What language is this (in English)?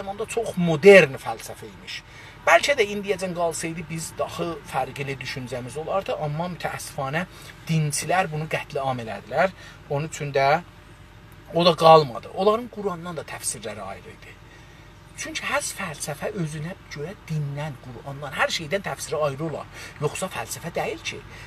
South Azerbaijani